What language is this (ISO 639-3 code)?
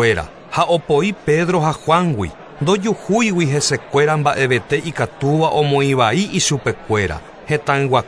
grn